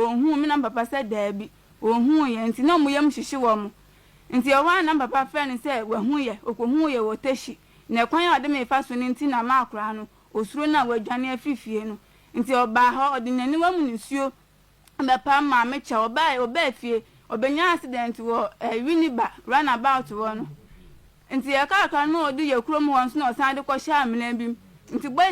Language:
Akan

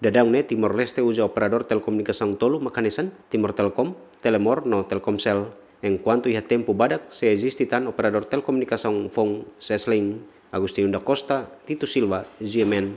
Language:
Tetum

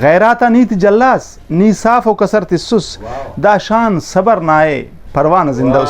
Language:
Brahui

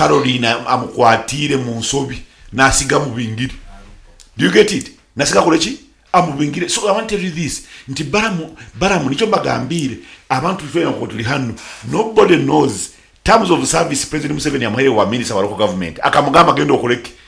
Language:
Nyoro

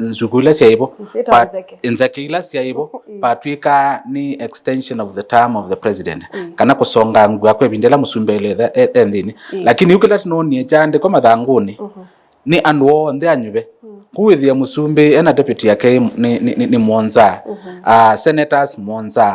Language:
Kamba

